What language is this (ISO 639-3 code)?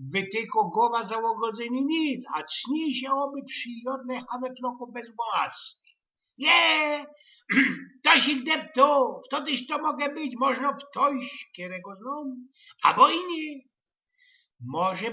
szl